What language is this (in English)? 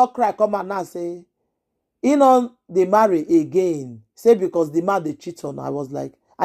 Nigerian Pidgin